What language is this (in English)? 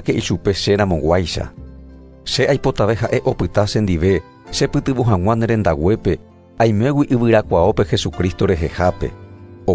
Guarani